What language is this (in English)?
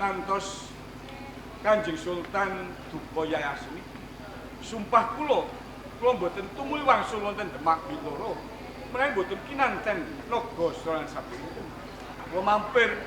Javanese